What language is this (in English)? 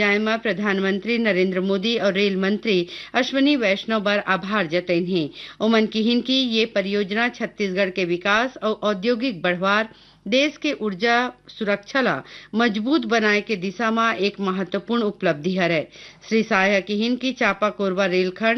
Chhattisgarhi